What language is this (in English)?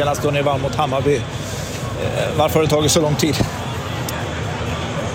Swedish